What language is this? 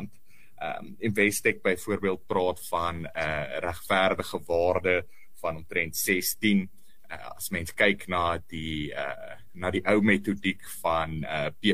Afrikaans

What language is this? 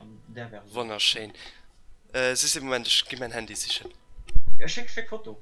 Luxembourgish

